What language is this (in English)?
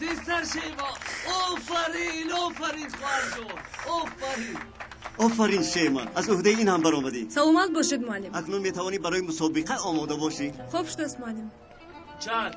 Tajik